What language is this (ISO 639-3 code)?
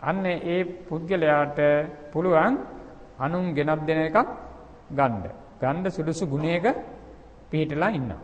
sin